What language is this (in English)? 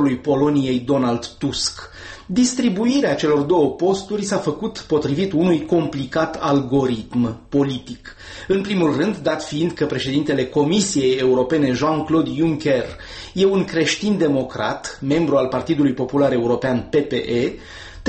Romanian